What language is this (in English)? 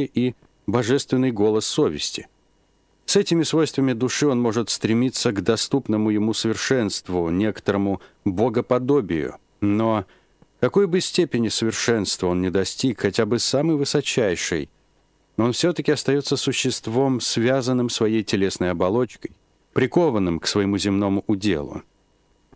Russian